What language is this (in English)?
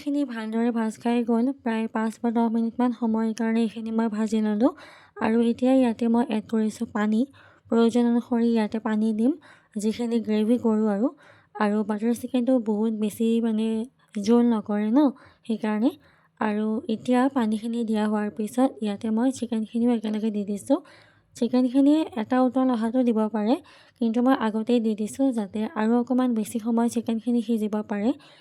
Assamese